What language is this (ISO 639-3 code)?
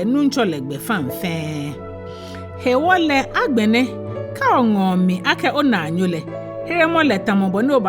gaa